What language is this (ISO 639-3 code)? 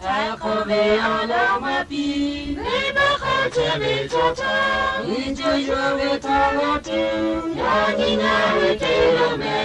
lhu